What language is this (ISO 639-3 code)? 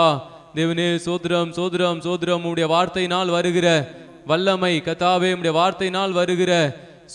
tam